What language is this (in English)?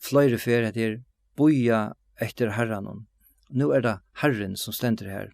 Faroese